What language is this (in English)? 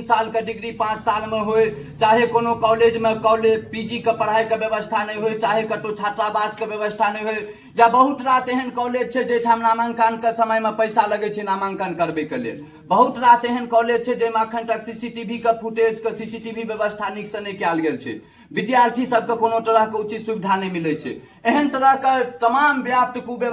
Maithili